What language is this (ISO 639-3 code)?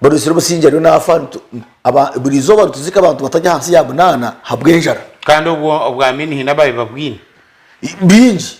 nyn